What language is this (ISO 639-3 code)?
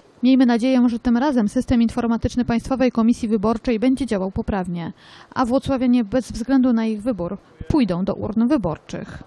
pol